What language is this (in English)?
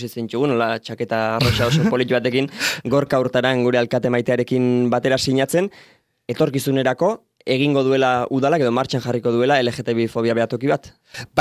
Basque